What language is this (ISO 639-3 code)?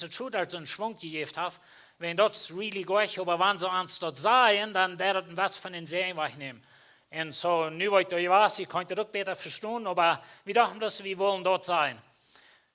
pdt